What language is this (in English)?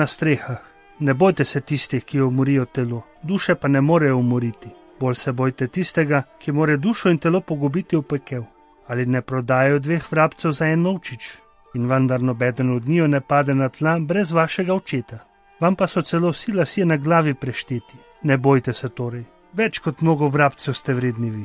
Slovenian